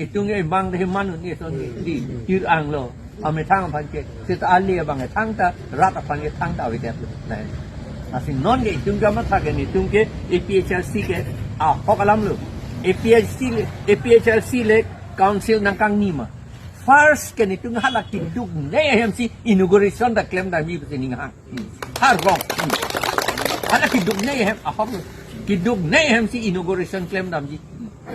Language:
Karbi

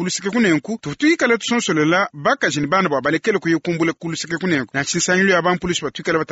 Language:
Luba-Lulua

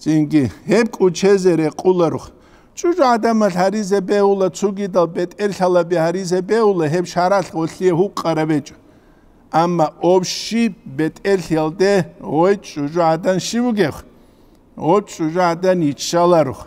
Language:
Avaric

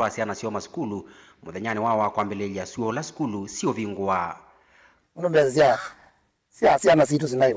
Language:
Kamba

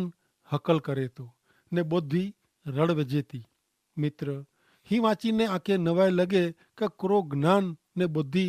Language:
Kachhi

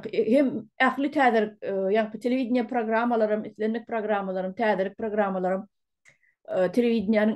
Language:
Turkmen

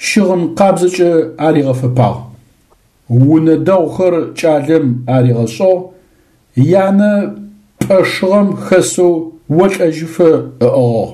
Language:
Adyghe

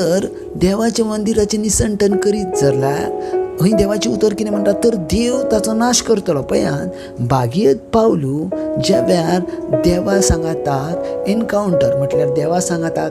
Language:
Konkani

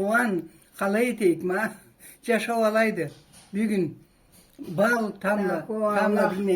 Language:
Karachay-Balkar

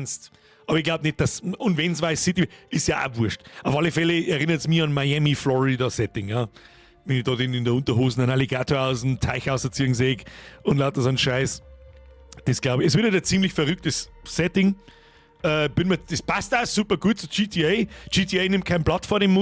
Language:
Bavarian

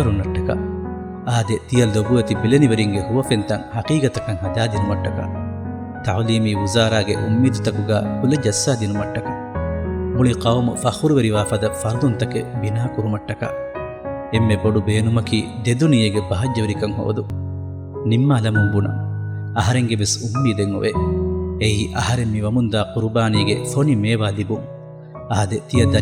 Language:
Divehi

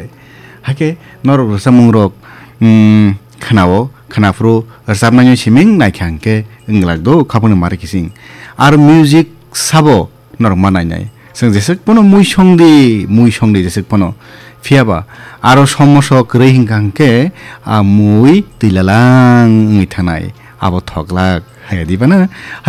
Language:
Kok Borok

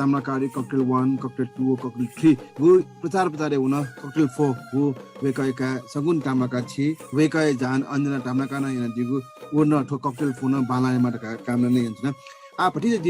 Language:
Newari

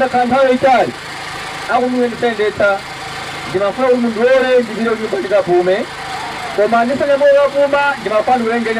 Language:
Nyanja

